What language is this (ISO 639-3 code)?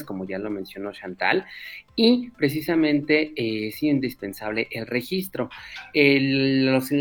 spa